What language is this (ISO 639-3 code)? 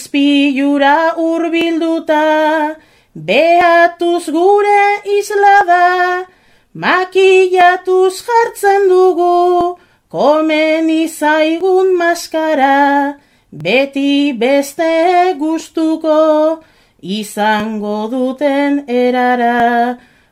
eus